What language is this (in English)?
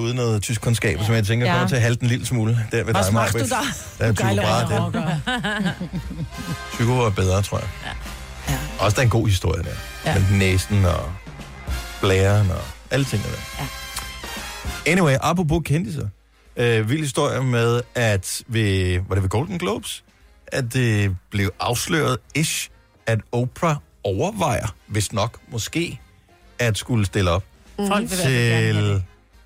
Danish